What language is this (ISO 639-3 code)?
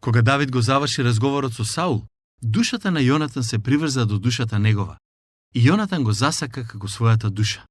mkd